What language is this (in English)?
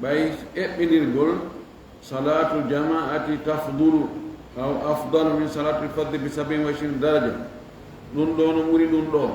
Fula